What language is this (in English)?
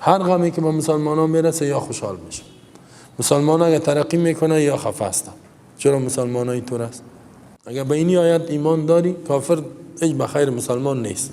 Persian